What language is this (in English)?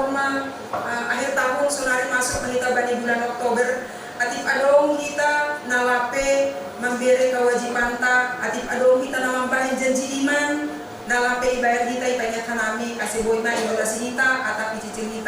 Batak Simalungun